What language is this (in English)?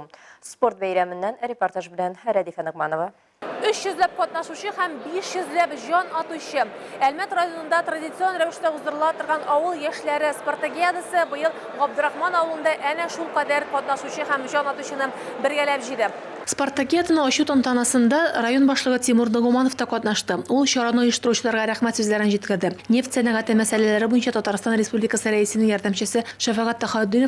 Tatar